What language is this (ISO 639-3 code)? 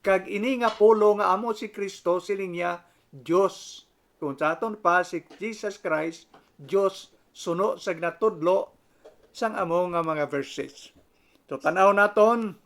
hil